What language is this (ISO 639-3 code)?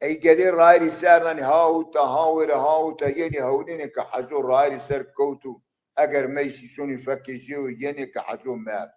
zza